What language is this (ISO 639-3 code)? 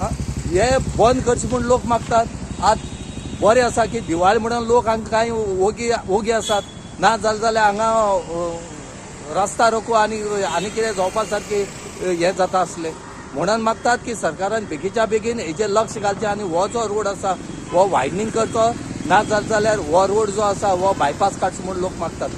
kok